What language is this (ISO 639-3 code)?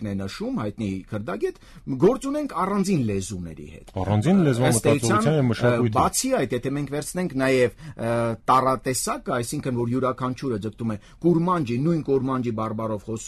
hye